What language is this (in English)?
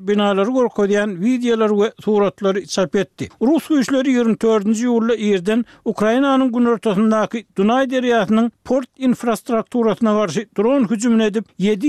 Turkmen